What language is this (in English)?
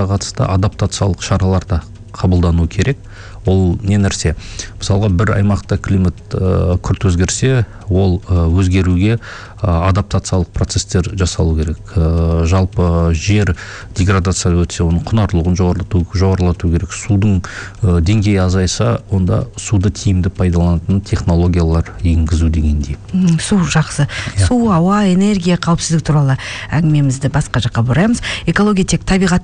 Kazakh